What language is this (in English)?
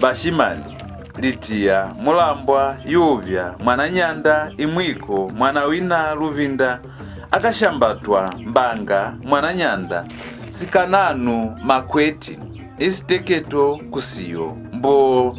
Lozi